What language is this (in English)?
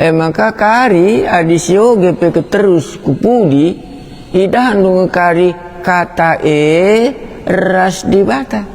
Batak Karo